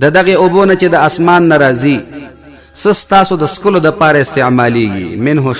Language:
Pashto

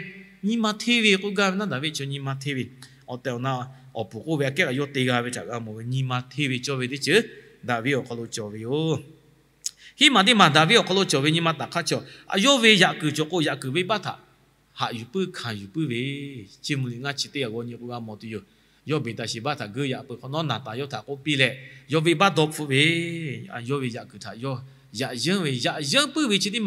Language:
Lahu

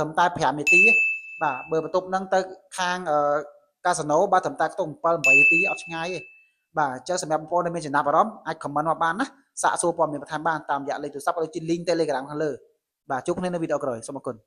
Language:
Khmer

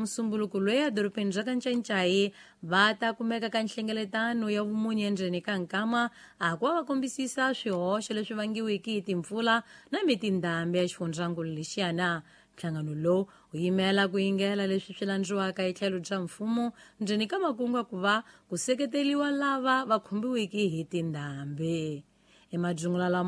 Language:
Tsonga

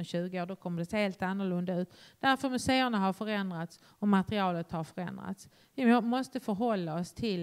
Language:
Swedish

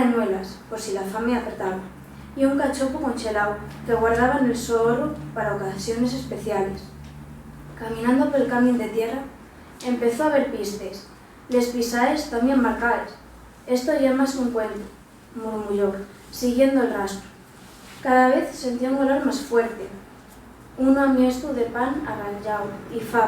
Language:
Asturian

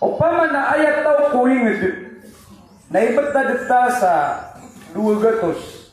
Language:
Maranao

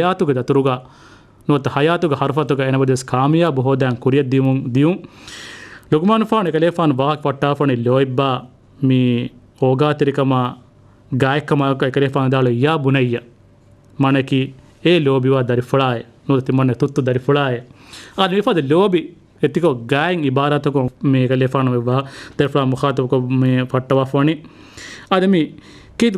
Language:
Divehi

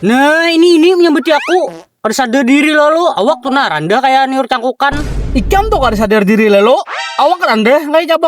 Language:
Banjar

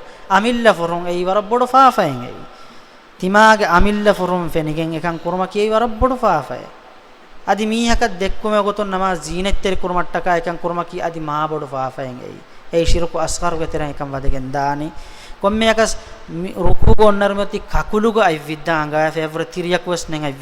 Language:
Divehi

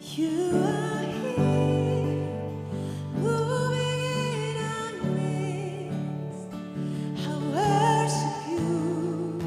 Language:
Swiss German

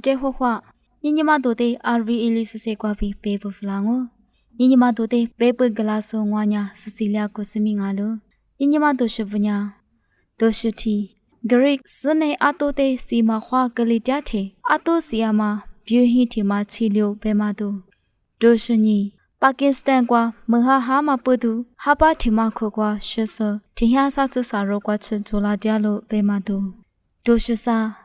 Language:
Lisu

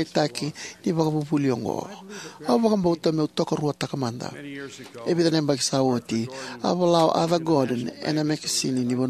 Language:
Fijian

